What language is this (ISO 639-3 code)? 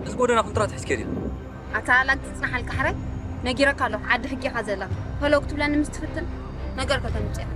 tir